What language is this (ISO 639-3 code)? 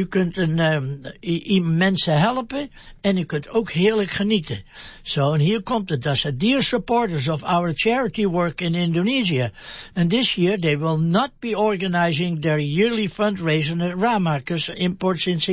nld